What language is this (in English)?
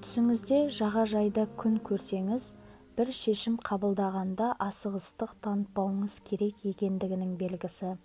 Kazakh